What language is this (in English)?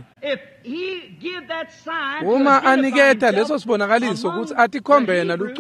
Swati